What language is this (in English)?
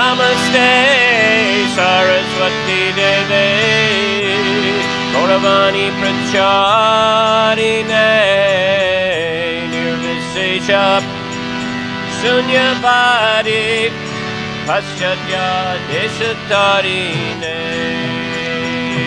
Russian